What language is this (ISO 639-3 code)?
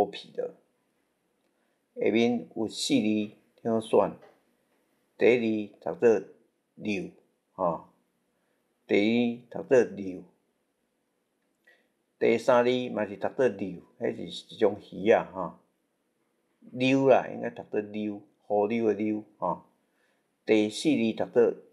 nan